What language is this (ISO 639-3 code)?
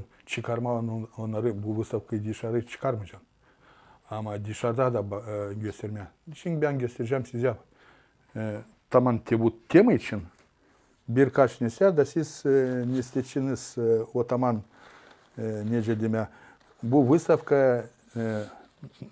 gag